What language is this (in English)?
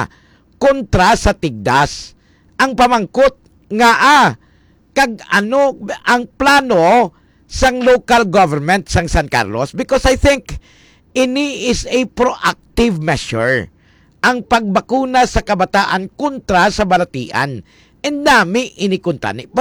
Hiligaynon